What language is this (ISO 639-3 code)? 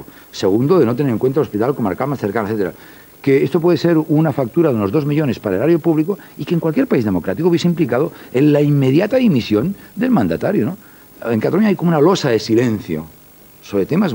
spa